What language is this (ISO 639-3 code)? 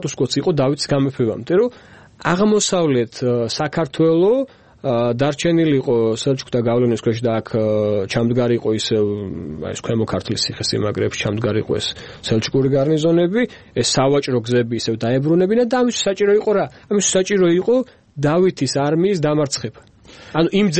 kat